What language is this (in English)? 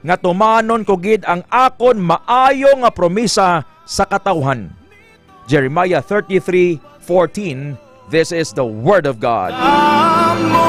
Hiligaynon